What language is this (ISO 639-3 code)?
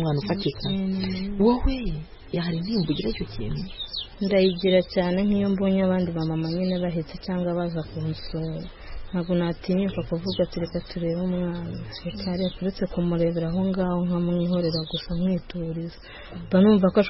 kin